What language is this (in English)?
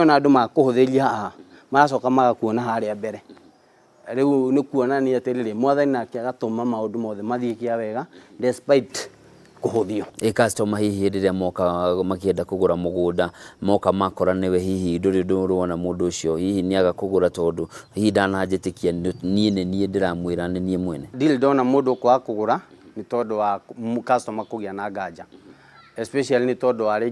Kikuyu